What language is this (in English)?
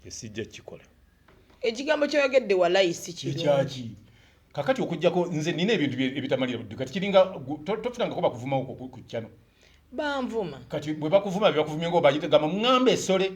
Ganda